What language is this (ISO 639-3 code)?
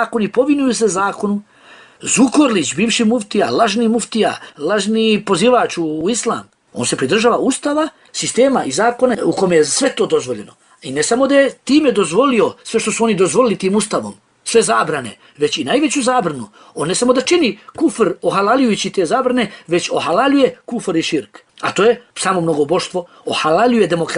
bos